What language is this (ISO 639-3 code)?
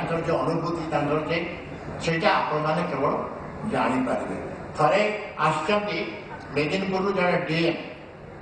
ori